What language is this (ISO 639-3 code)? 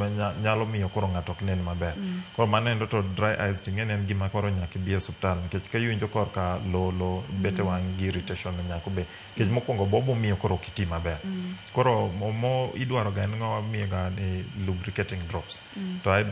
luo